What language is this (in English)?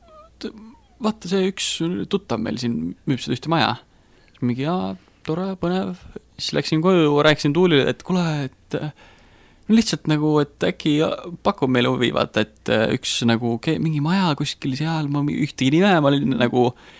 Estonian